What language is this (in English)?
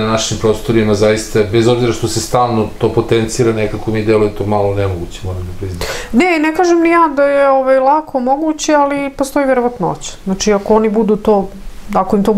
Serbian